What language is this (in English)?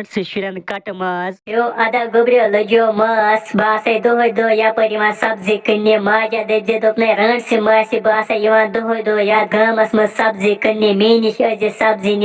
Kashmiri